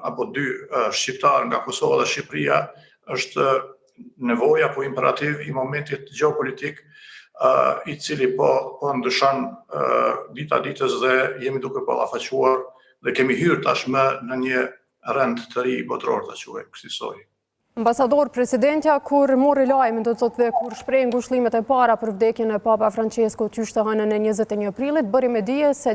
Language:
Albanian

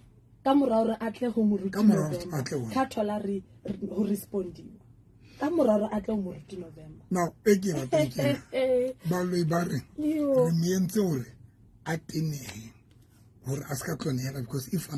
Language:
Southern Sotho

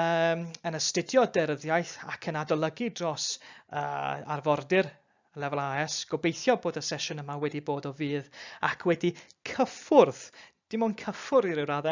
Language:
Welsh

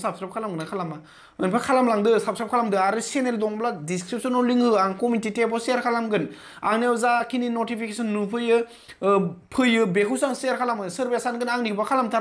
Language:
Bodo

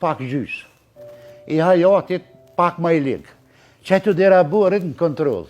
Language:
Albanian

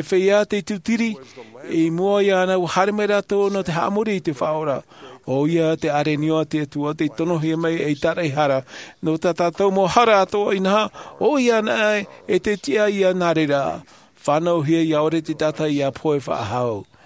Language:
Tahitian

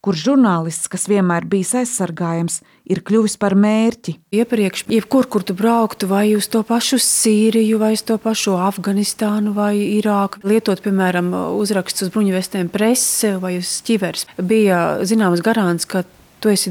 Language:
Latvian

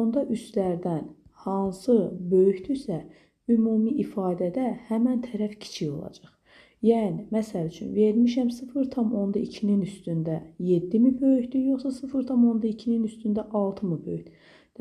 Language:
Azerbaijani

